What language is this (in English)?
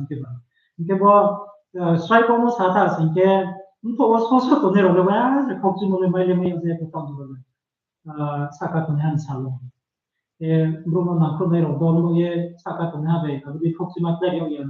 Riang (India)